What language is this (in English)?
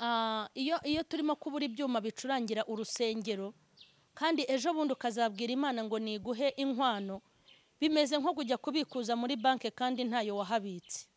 Kinyarwanda